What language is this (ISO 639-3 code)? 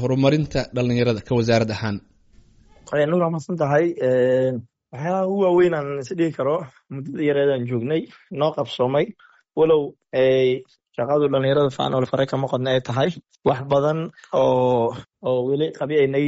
som